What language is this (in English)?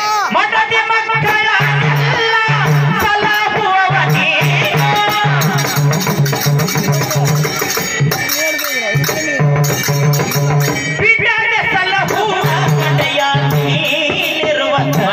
Kannada